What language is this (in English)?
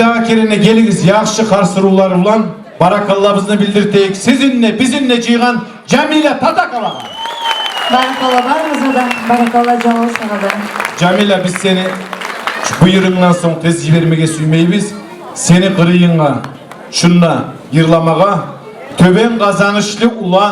Kumyk